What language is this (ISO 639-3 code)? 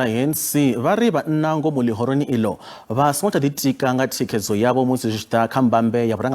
ven